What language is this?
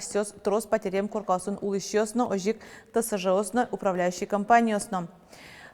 Udmurt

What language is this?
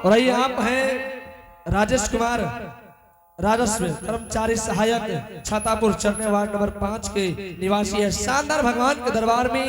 Angika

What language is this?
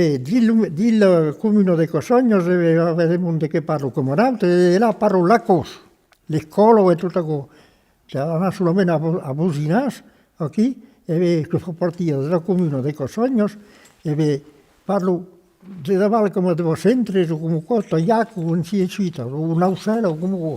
Occitan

